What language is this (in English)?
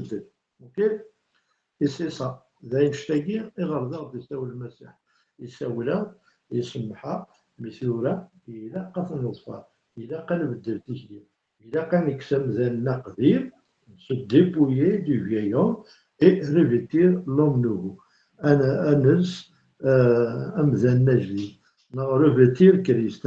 Kabyle